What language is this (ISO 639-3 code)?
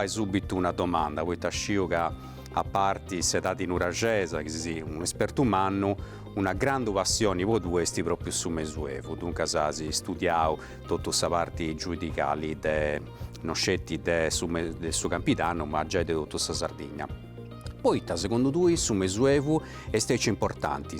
srd